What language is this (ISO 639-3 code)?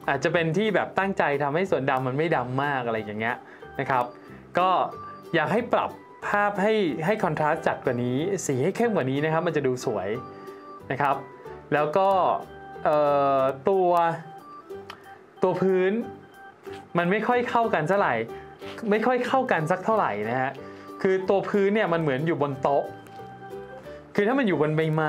tha